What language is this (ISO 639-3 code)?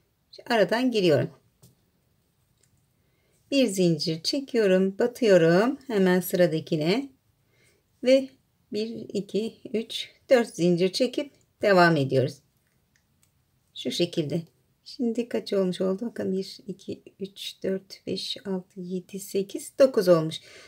tur